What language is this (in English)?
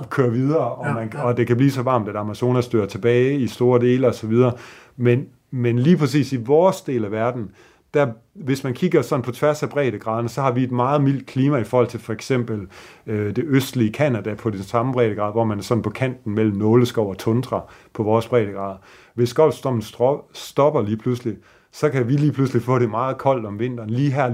Danish